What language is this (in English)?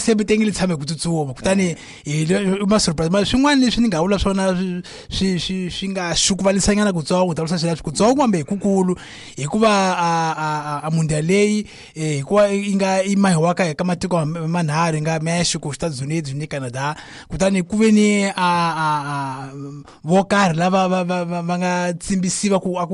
Tsonga